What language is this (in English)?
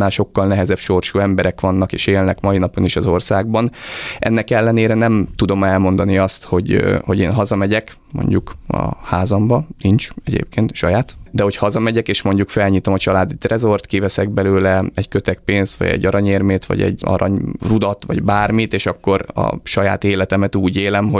Hungarian